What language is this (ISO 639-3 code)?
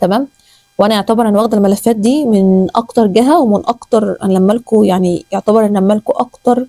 arz